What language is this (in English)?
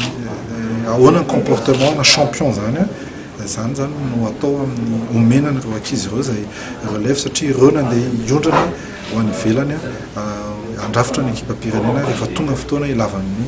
Malagasy